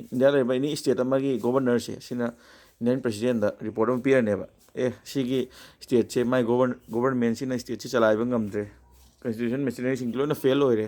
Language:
Manipuri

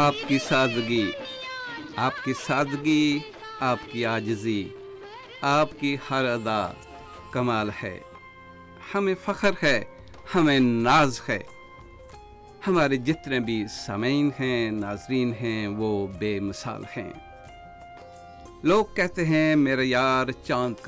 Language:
Urdu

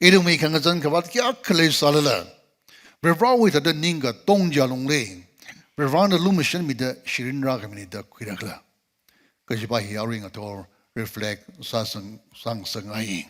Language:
Tangkhul Naga (India)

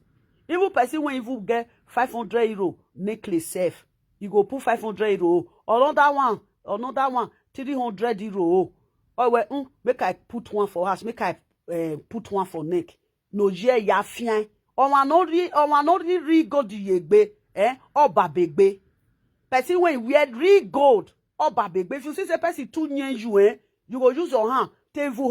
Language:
Nigerian Pidgin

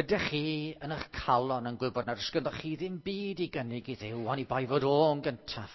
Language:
Welsh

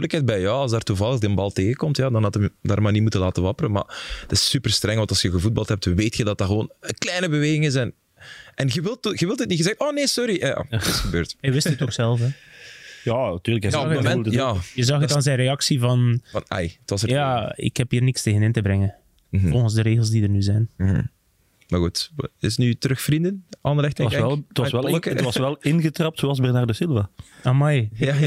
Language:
Dutch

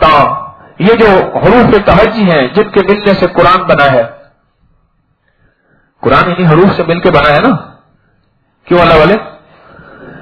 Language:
Urdu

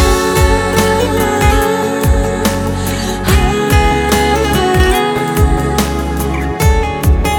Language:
Kazakh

